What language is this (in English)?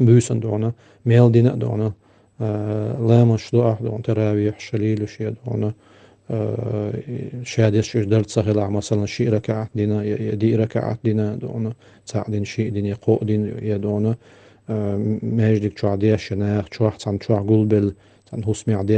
Chechen